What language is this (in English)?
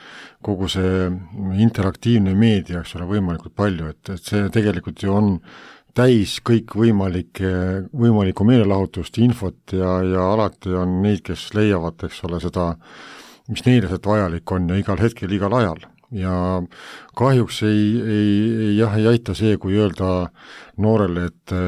Estonian